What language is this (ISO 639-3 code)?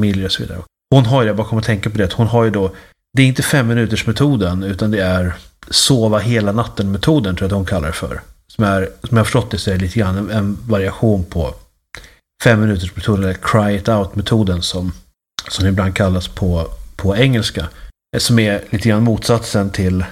swe